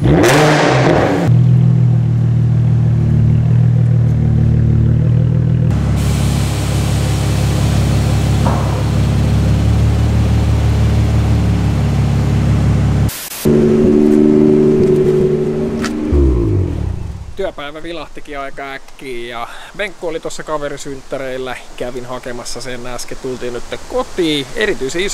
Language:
Finnish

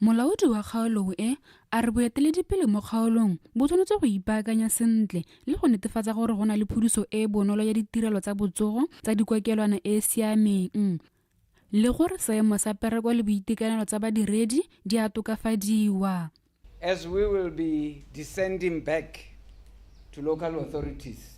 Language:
Tswana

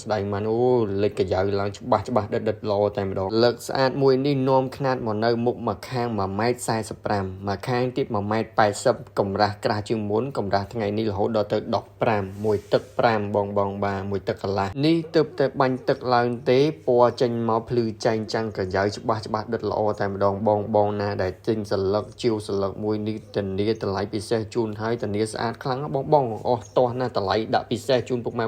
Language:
Khmer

